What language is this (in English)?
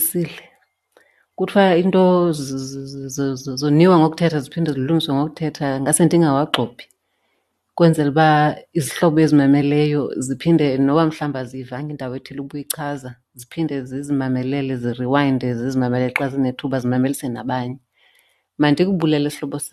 Xhosa